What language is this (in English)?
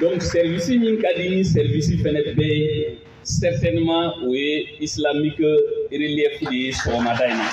Bambara